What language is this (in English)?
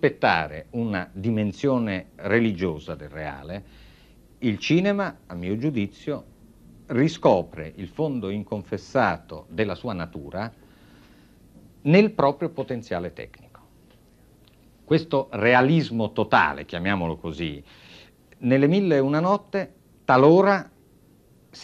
Italian